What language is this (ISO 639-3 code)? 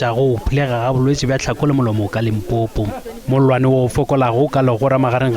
nso